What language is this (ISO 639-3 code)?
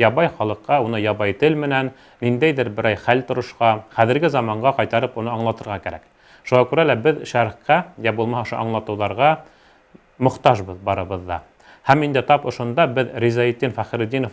bak